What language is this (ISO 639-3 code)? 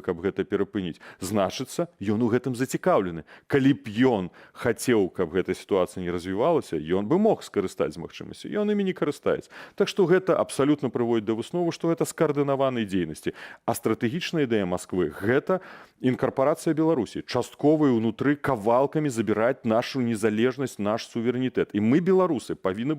bel